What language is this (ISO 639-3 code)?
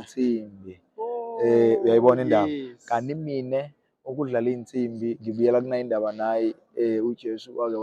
zul